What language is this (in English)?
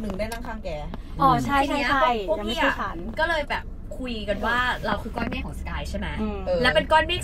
Thai